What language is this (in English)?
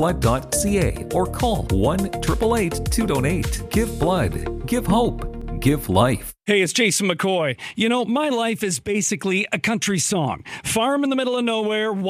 English